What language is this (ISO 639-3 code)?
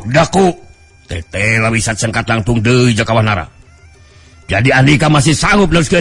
sun